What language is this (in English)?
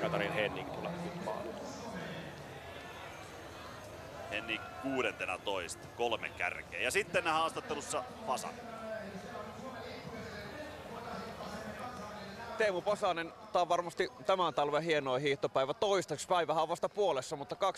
Finnish